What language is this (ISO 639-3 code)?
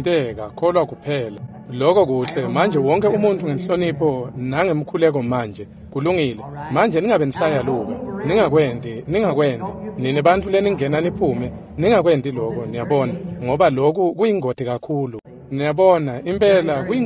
ssw